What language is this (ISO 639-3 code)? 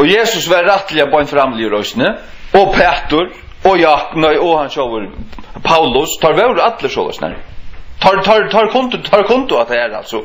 fao